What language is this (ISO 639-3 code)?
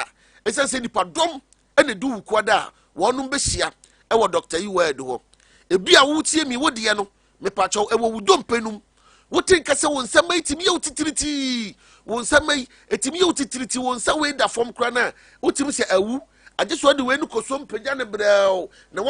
aka